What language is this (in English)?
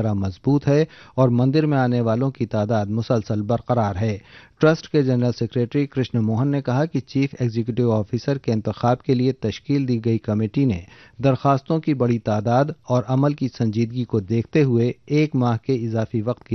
Urdu